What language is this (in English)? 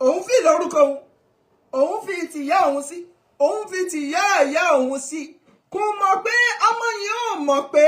Yoruba